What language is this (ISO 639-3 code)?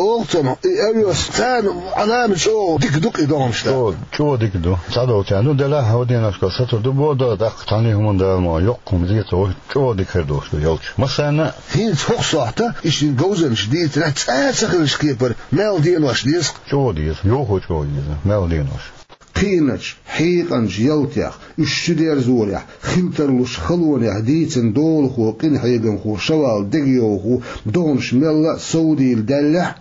che